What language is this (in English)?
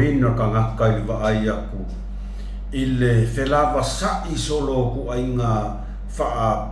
Samoan